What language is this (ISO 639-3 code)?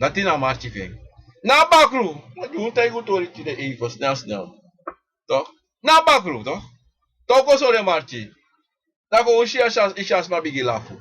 srn